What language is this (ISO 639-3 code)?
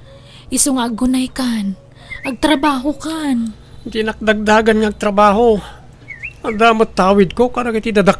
ilo